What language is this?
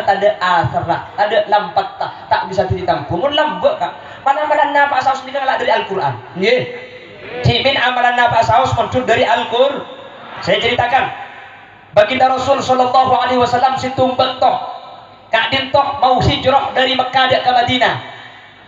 Madurese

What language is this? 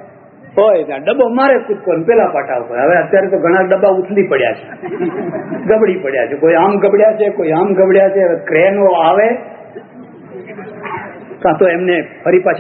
Gujarati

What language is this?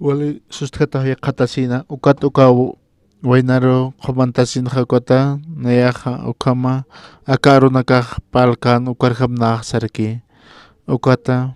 Aymara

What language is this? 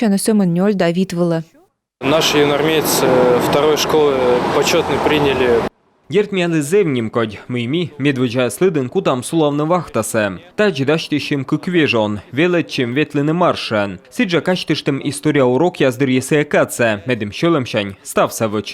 Komi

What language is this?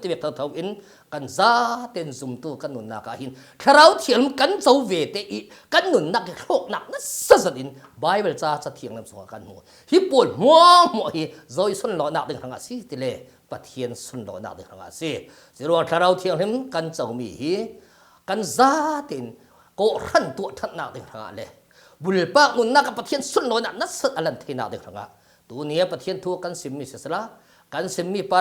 Falam Chin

